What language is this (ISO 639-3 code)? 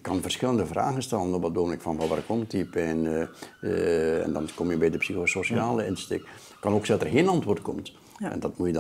nld